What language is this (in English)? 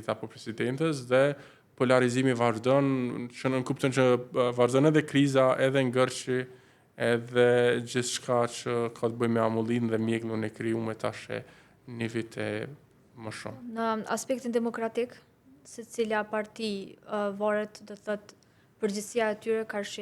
Albanian